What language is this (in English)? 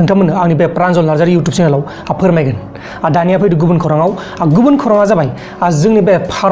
Bodo